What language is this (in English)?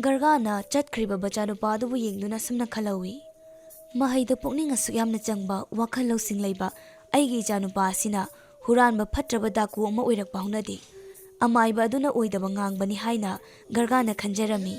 Manipuri